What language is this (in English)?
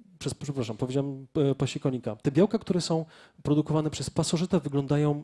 Polish